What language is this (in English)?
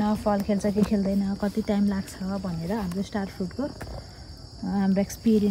Nepali